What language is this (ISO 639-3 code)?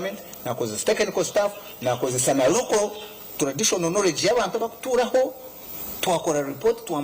nyn